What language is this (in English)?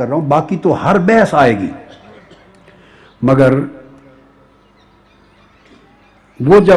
Urdu